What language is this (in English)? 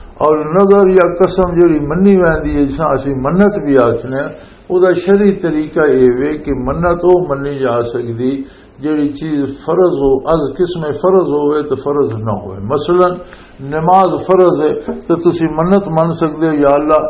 Western Panjabi